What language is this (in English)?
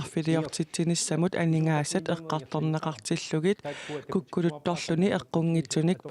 Kalaallisut